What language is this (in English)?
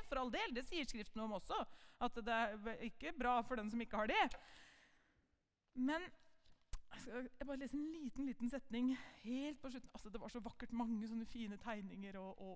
Norwegian